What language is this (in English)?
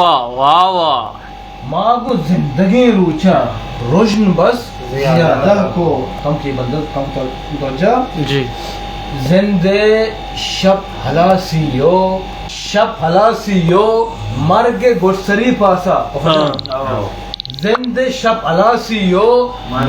Eastern Balochi